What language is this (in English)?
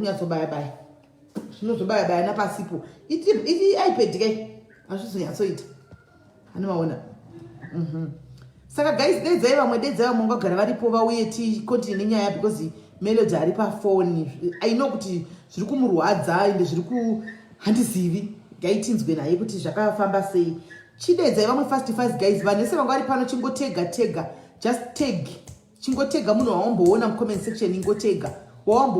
Shona